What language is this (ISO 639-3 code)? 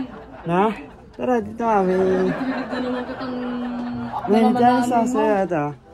fil